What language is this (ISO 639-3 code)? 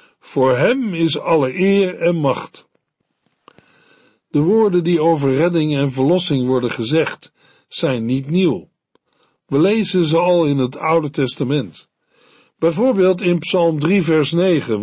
nld